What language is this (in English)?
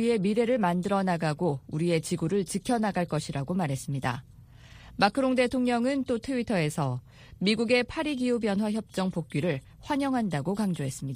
Korean